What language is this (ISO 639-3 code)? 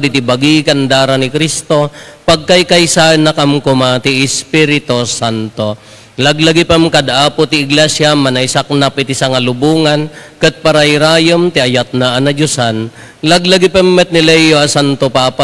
ilo